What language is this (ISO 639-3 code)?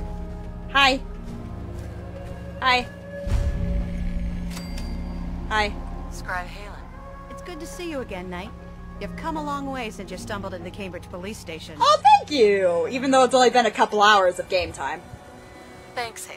eng